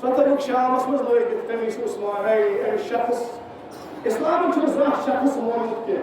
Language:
Kashmiri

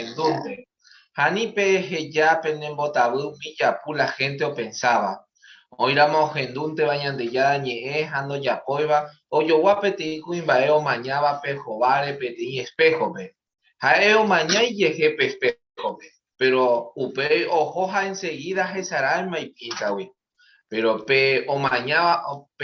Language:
Guarani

